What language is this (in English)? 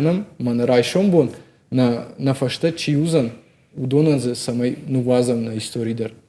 Ossetic